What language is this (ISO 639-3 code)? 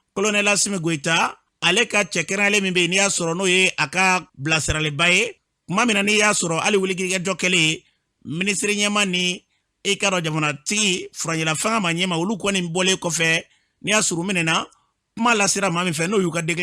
bam